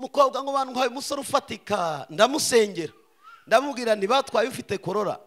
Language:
Kinyarwanda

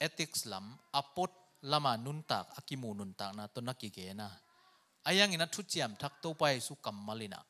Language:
Tedim Chin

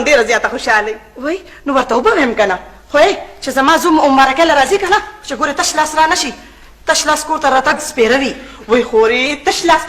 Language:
Pashto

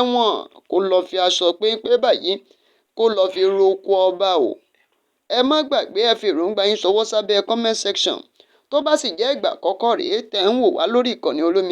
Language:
Yoruba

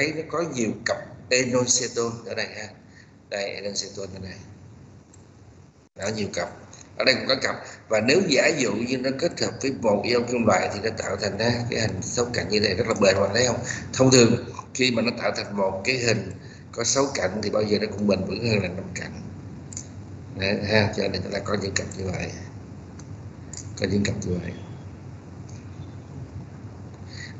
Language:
Vietnamese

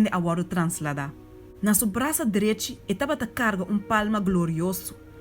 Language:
Papiamento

